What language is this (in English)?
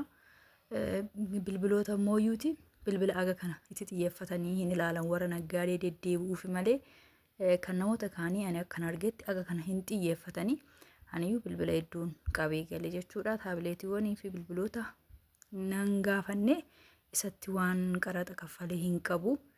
Oromo